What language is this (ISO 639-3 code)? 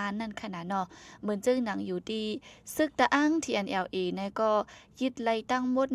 shn